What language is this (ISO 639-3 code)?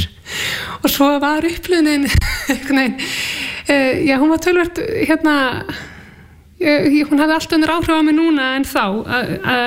isl